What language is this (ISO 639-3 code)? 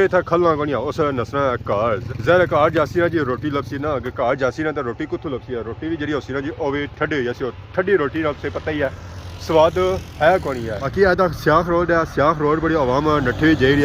phr